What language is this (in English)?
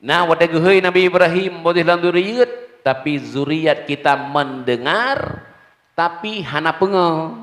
Achinese